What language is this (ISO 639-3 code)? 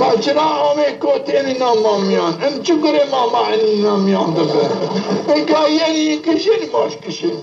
zza